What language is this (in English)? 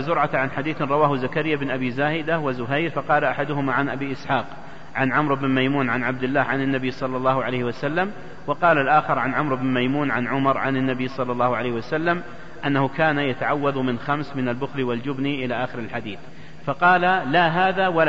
Arabic